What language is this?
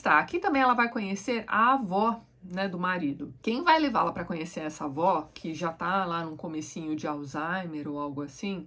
Portuguese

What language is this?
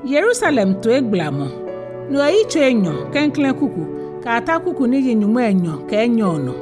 Ga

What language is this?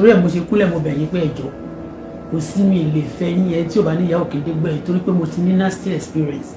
Yoruba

